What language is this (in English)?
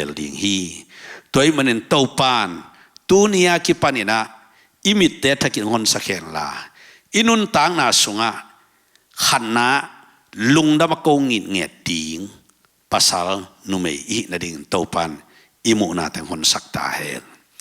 Tedim Chin